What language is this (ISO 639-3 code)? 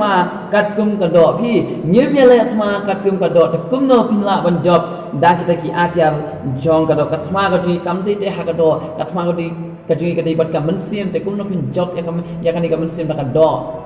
kha